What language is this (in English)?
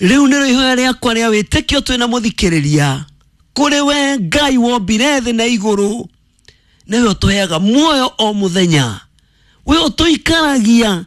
Kikuyu